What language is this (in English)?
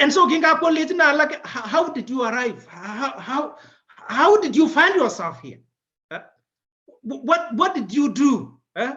Kalenjin